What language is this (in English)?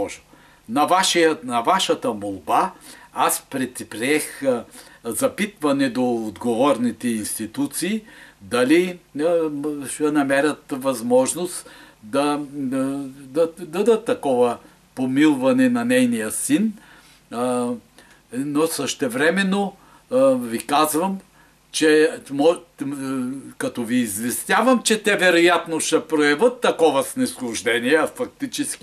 Bulgarian